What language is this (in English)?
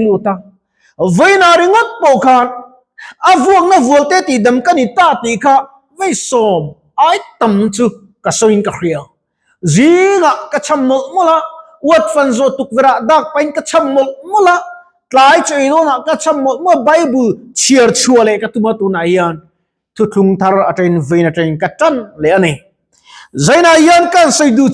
Mizo